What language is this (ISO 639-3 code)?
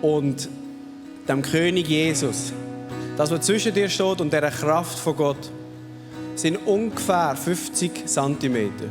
gsw